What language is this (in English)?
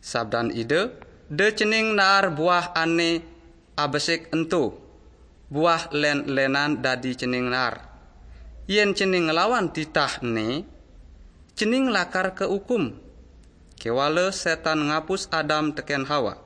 Balinese